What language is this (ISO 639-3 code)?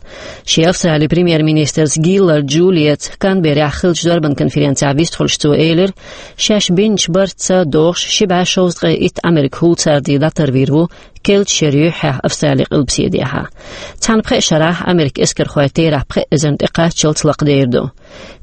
che